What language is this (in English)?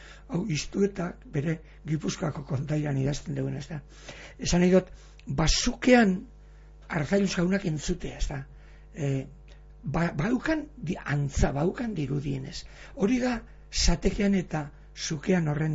Basque